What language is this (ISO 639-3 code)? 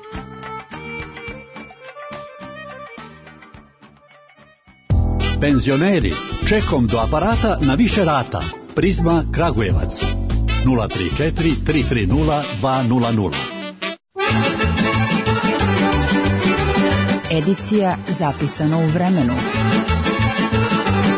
srp